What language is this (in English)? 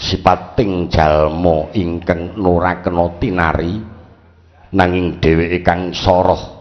Javanese